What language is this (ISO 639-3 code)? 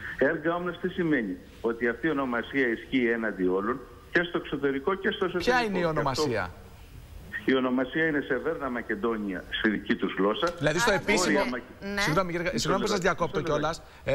ell